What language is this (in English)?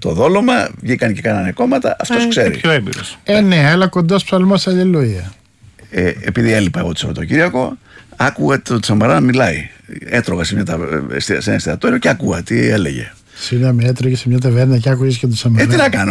Greek